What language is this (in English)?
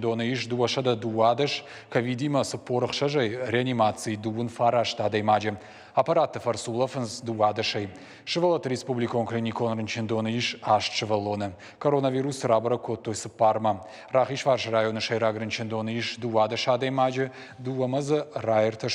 Ossetic